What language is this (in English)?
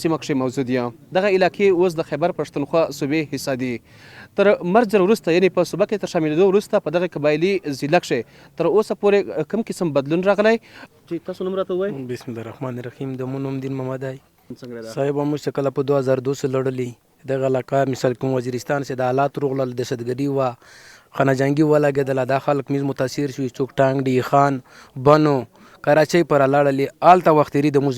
Pashto